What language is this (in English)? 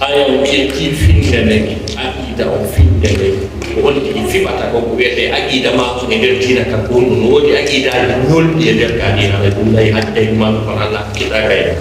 Fula